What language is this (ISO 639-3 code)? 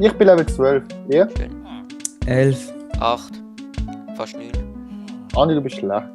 gsw